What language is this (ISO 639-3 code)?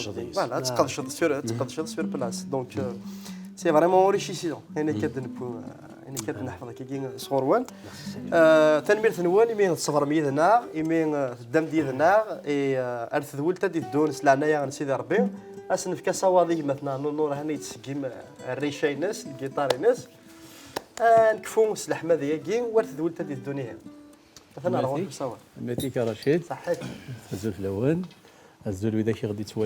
kab